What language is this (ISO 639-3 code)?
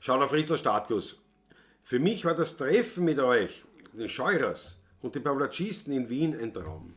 bar